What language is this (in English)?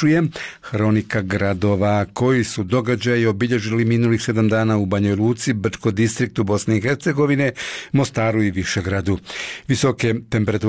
Bosnian